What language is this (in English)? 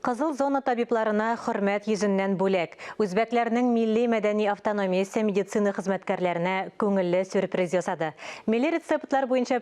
Tatar